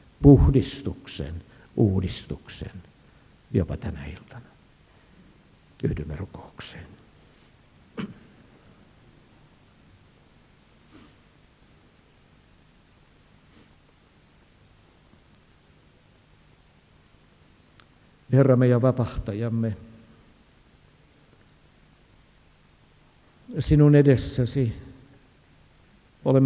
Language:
Finnish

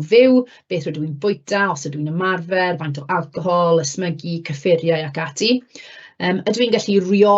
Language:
Welsh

